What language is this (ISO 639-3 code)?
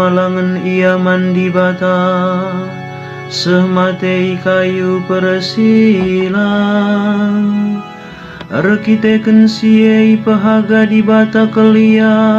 btx